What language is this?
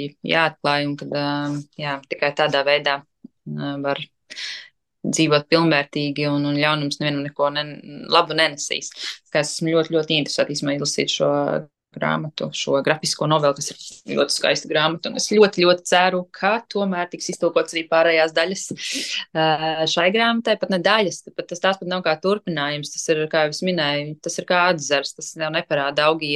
Latvian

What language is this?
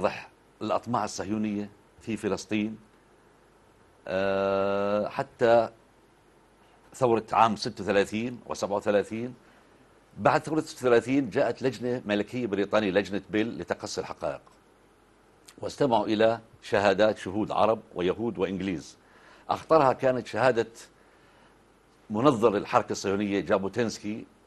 Arabic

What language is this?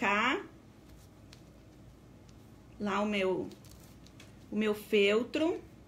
Portuguese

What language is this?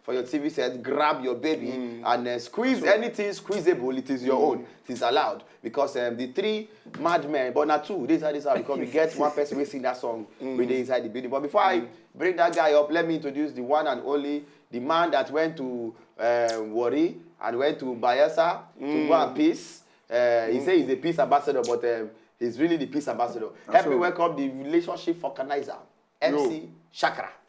Nigerian Pidgin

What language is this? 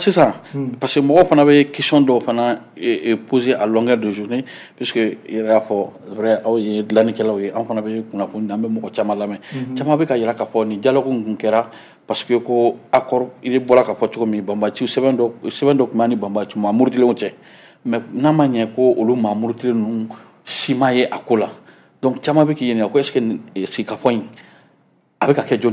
Bambara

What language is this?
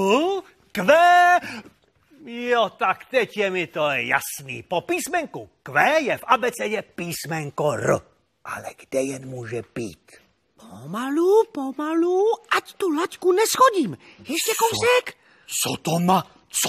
Czech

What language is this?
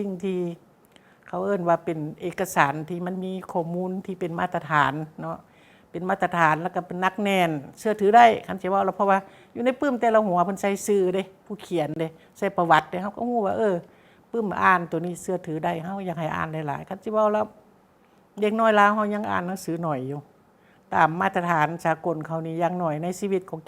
Lao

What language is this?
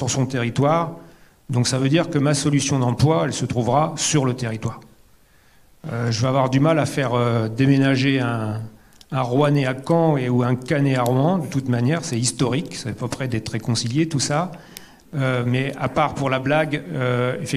French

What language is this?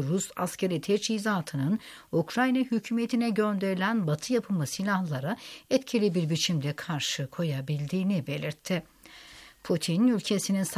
Turkish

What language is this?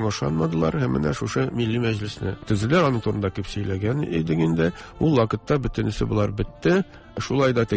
Tatar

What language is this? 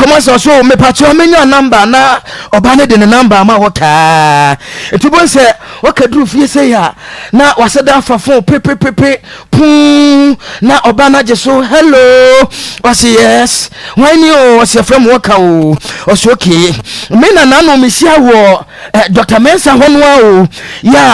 Akan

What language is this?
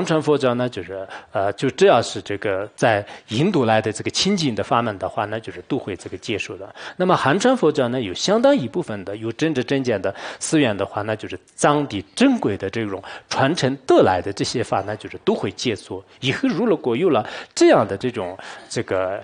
Chinese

